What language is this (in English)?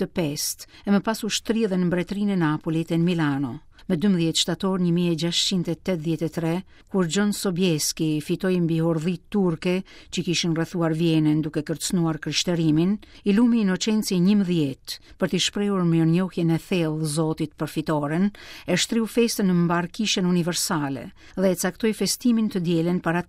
Albanian